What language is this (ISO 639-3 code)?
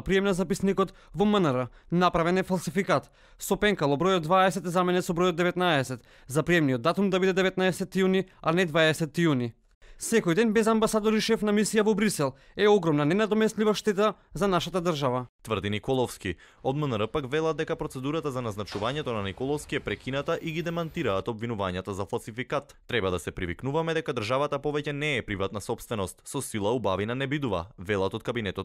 mkd